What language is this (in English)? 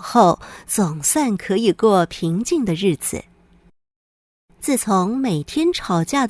Hakka Chinese